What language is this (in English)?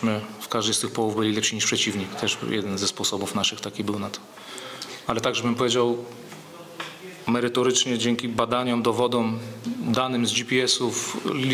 Polish